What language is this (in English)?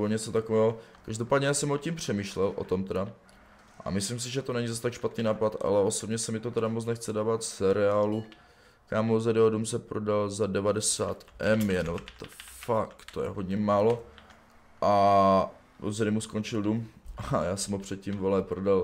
Czech